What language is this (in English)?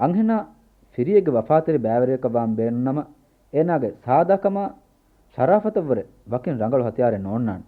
Divehi